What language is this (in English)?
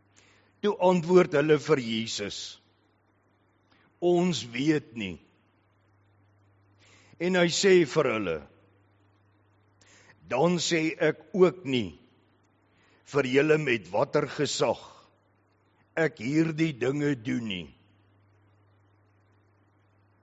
Afrikaans